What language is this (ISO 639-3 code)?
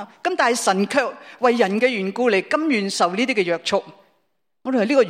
yue